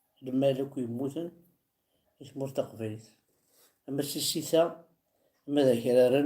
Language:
Kabyle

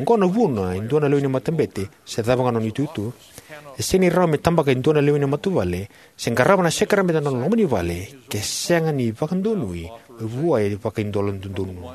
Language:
Fijian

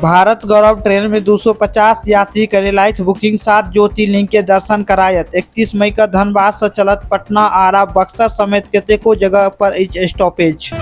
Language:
Maithili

